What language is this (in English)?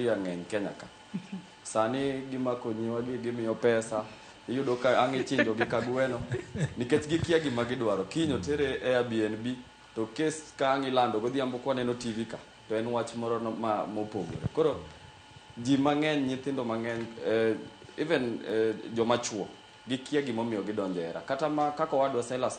Luo (Kenya and Tanzania)